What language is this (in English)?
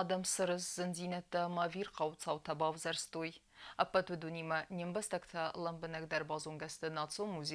Ossetic